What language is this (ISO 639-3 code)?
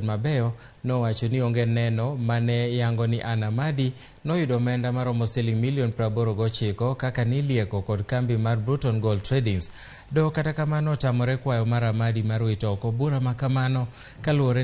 luo